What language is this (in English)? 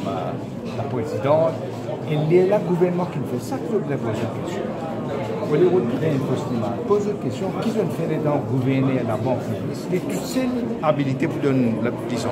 Morisyen